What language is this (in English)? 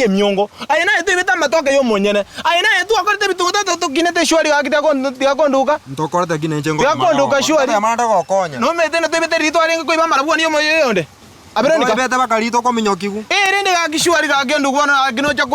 Gusii